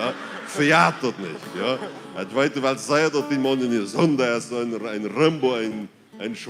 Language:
Plautdietsch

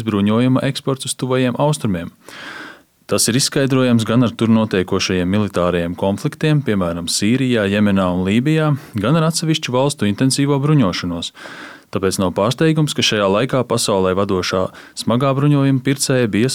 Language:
Latvian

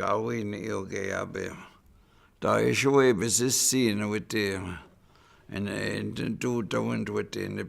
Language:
Chippewa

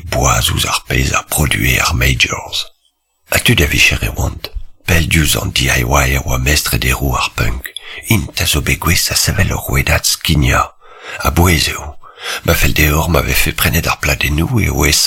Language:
Breton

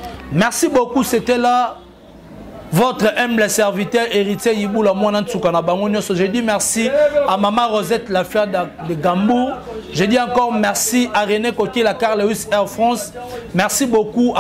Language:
Lingala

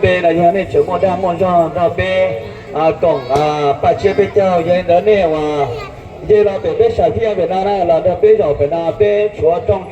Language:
Hmong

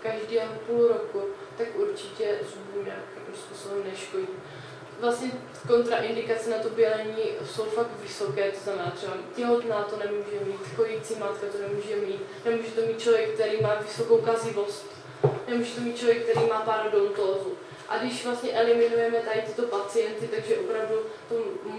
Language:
Czech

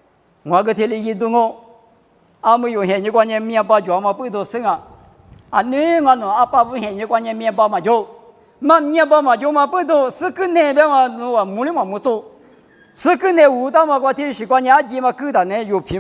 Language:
Lisu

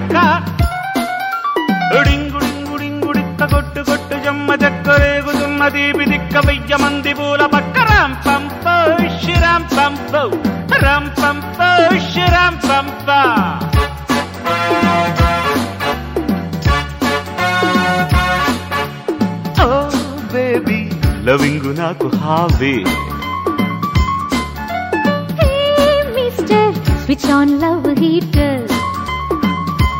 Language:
Telugu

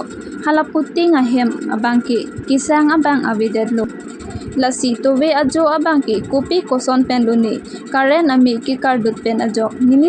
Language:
Karbi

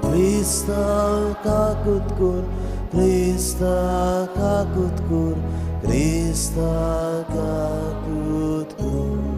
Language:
Konkani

